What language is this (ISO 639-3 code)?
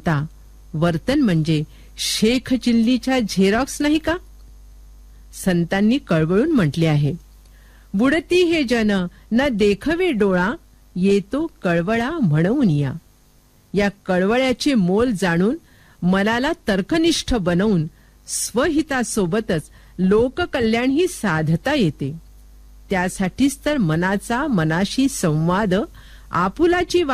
mar